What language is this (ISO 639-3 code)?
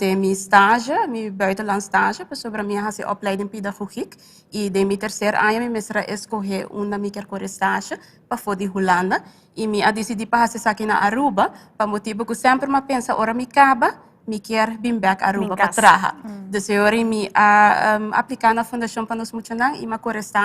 pap